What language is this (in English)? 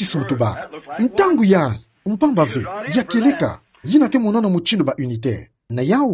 Kituba (Democratic Republic of Congo)